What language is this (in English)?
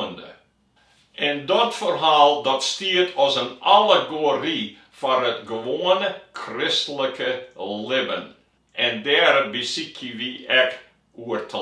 Western Frisian